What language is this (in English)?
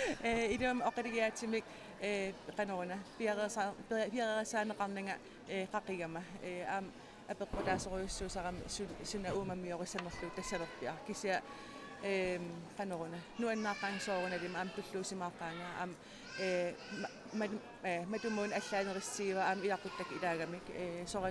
Kalaallisut